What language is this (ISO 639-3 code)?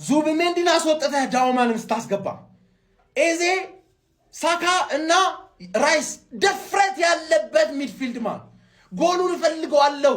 amh